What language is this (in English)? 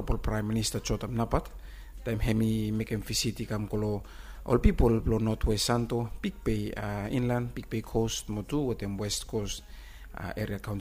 Bislama